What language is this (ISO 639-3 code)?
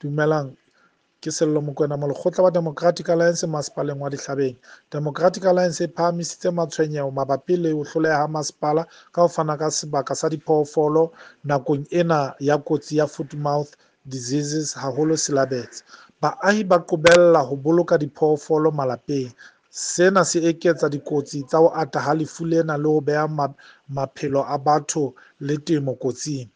sot